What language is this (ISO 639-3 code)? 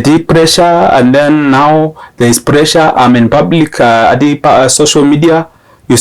mas